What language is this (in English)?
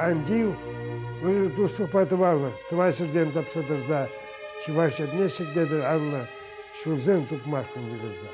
Chuvash